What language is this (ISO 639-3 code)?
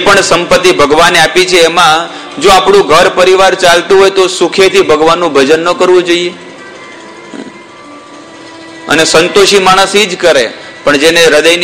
guj